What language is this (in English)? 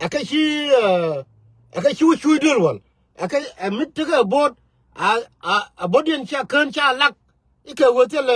Nuer